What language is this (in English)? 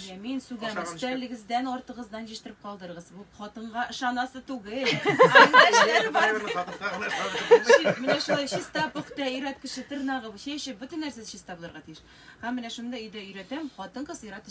Tatar